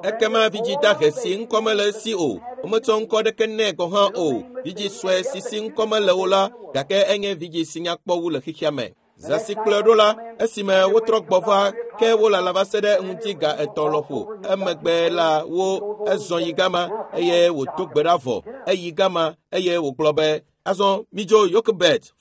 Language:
Ewe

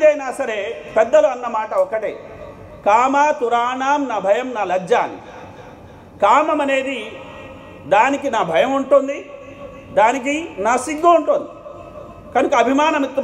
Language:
Telugu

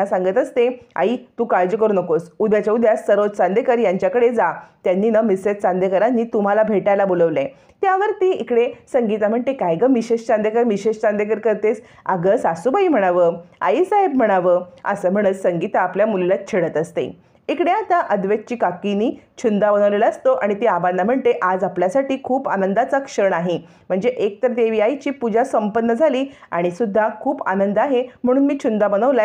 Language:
Marathi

